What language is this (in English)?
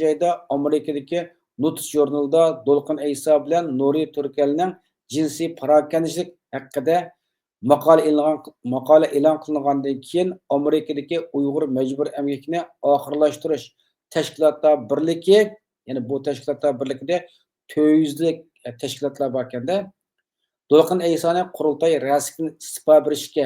Uyghur